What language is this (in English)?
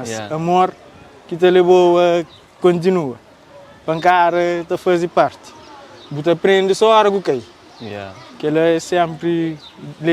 Kabuverdianu